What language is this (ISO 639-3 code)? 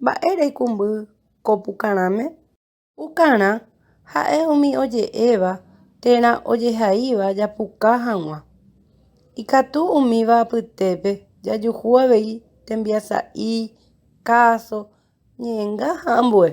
grn